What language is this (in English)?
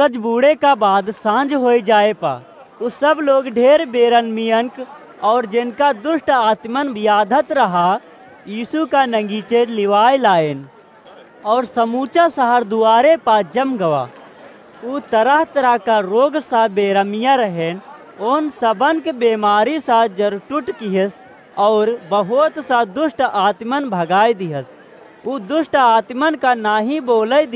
Awadhi